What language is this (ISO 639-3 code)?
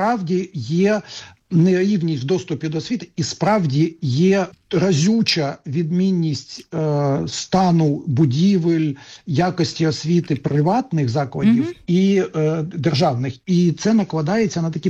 ukr